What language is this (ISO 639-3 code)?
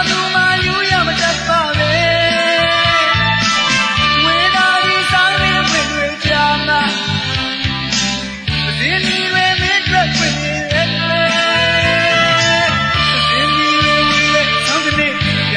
mya